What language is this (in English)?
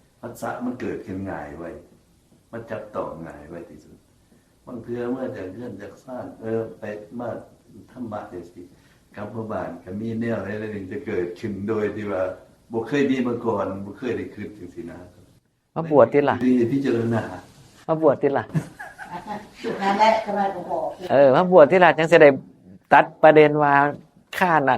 Northeastern Thai